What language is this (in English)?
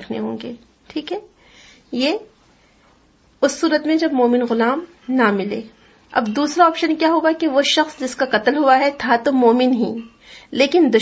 Urdu